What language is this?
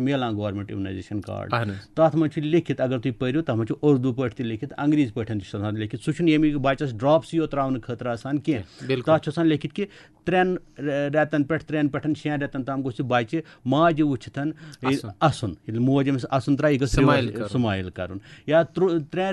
Kashmiri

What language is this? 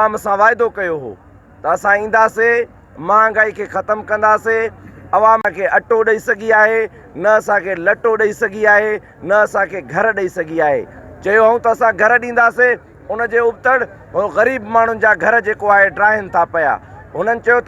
Sindhi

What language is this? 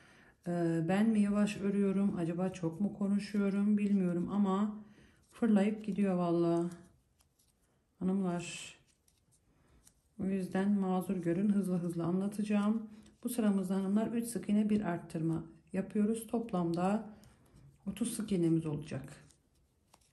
Turkish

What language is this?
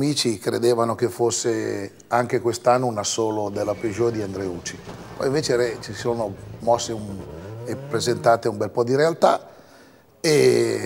Italian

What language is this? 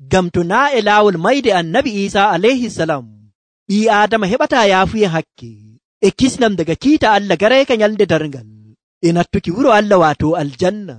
Nigerian Fulfulde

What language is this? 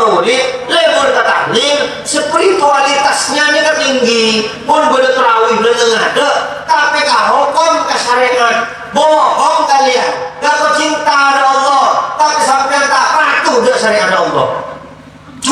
Madurese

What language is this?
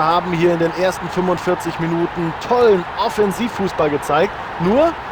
Bavarian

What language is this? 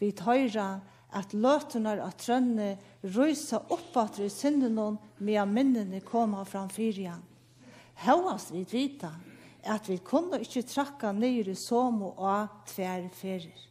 Faroese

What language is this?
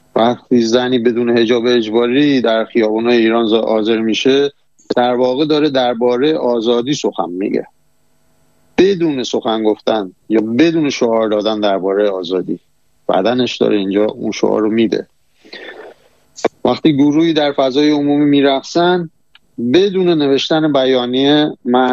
Persian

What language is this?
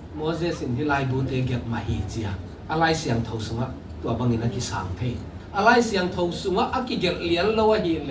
Tedim Chin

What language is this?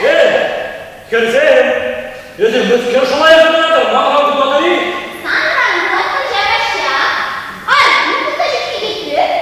Chuvash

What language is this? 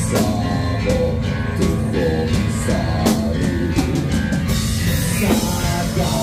Serbian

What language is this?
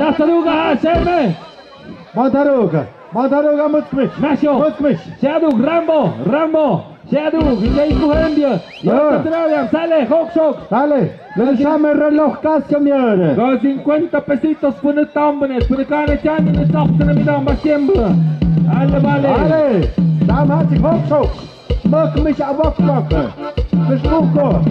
Tlahuitoltepec Mixe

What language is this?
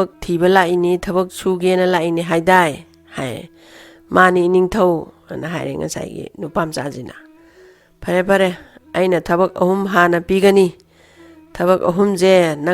Manipuri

